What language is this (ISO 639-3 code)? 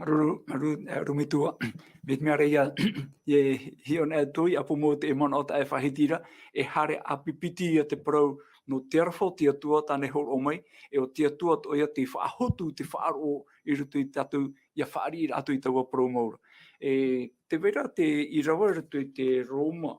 tah